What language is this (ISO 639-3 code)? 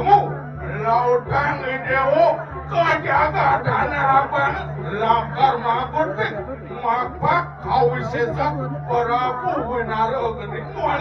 ban